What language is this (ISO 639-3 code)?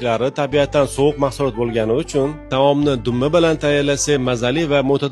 uzb